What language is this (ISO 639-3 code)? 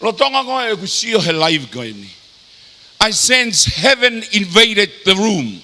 ton